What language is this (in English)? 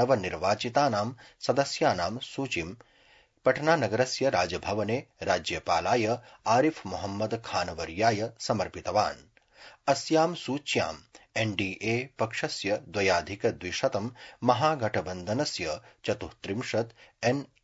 Sanskrit